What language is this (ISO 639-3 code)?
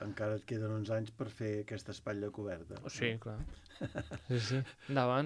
cat